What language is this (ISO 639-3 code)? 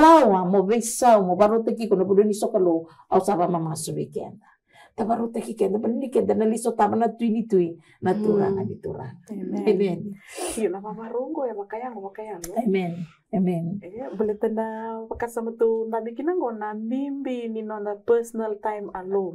fij